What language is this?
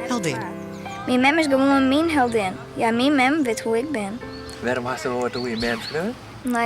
Western Frisian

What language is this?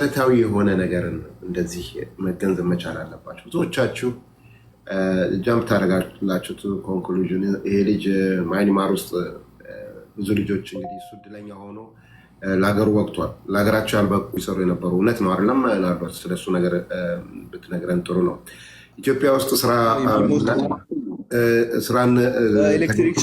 Amharic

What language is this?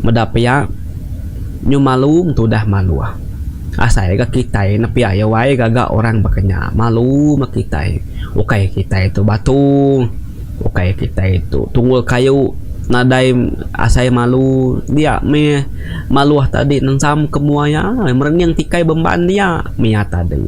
Iban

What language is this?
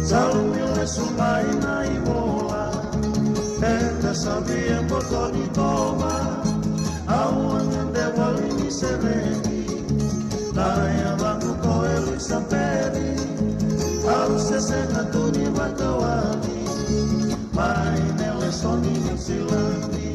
Fijian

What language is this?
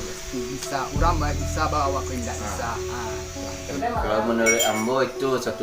Minangkabau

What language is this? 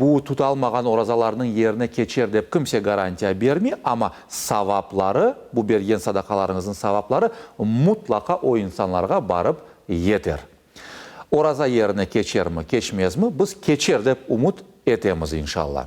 Crimean Tatar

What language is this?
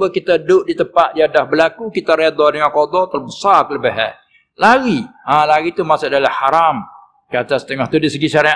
Malay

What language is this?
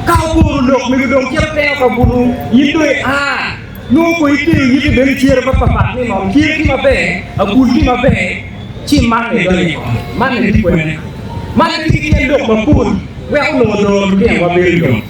Acoli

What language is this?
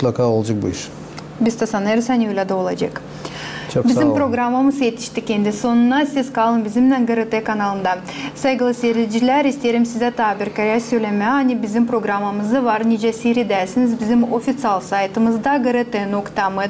Gagauz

